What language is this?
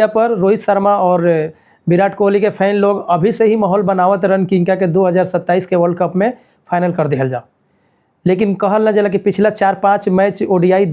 Bhojpuri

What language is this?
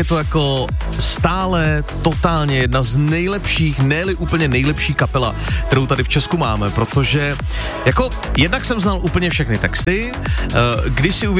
Czech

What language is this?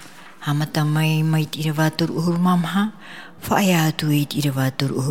Tahitian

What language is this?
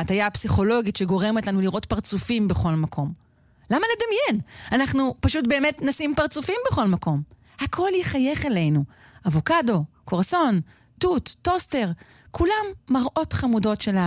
Hebrew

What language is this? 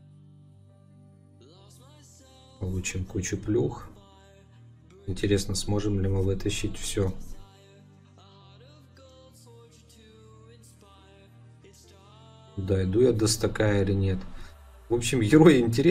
Russian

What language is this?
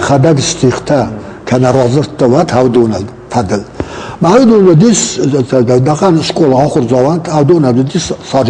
Ossetic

